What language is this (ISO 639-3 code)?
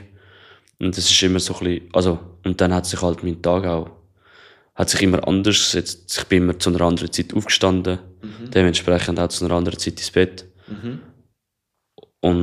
deu